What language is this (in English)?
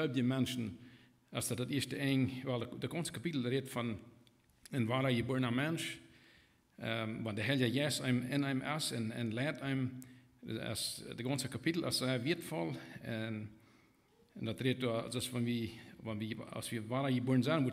Plautdietsch